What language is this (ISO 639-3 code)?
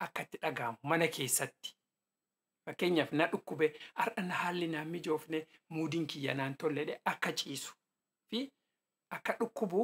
orm